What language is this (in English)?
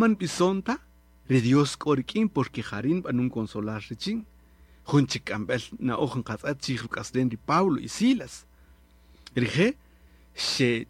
Kaqchikel